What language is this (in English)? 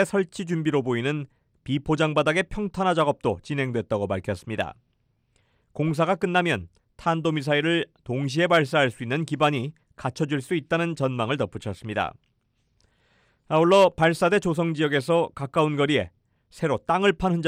Korean